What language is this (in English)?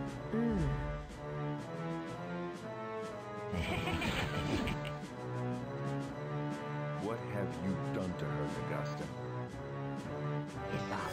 German